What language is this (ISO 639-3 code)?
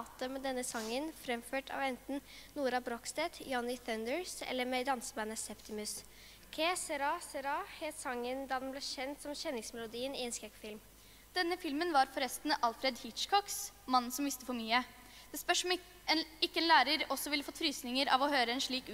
nor